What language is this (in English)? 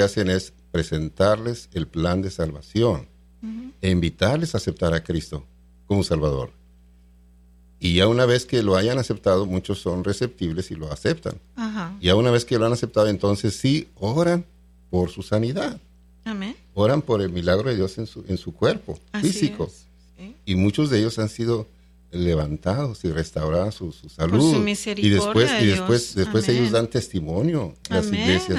Spanish